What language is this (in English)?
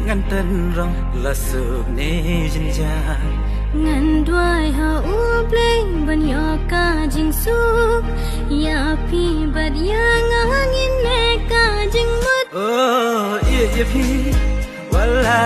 Khasi